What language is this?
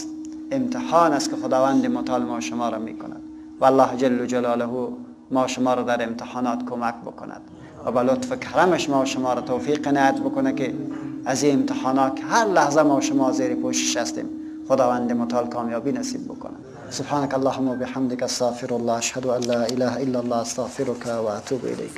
Persian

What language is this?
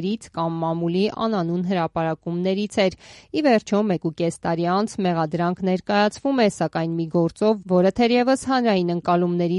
Armenian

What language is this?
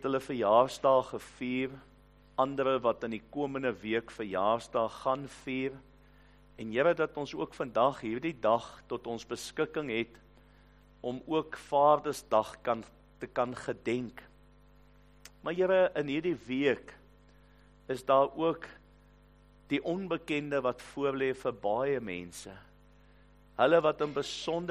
Afrikaans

